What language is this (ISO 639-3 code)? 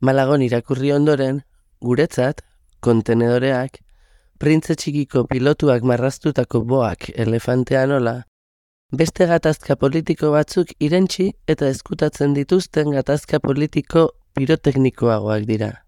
eus